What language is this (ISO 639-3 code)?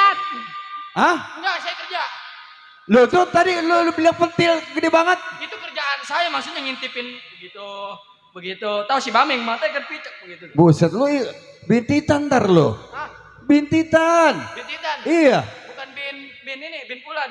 bew